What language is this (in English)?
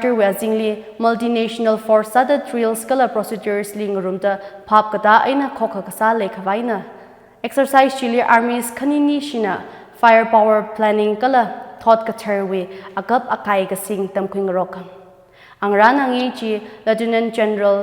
Tangkhul Naga (India)